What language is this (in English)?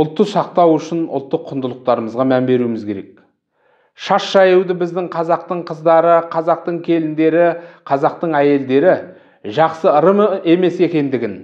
Kazakh